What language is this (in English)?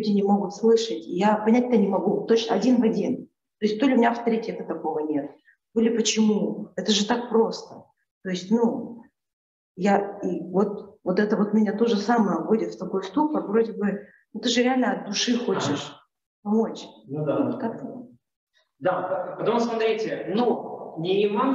Russian